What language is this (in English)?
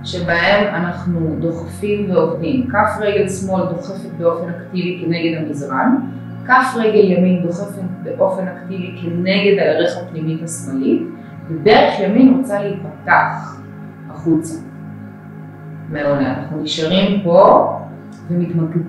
Hebrew